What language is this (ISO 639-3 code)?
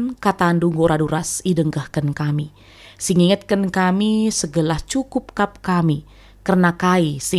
btx